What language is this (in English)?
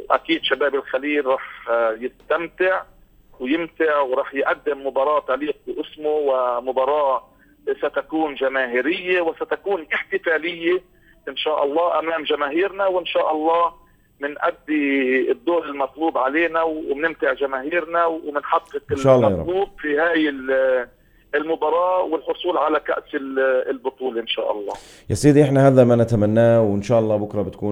North Levantine Arabic